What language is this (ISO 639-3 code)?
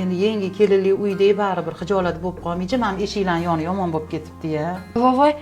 uzb